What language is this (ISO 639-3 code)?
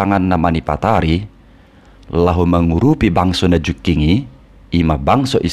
bbc